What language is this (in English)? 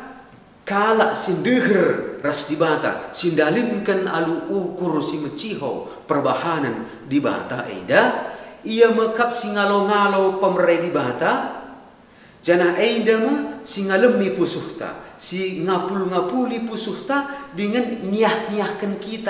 Batak Karo